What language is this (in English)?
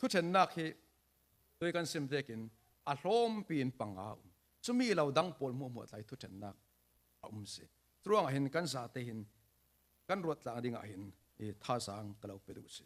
Falam Chin